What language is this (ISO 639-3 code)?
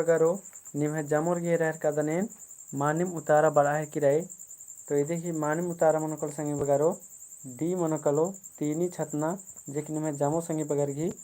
kru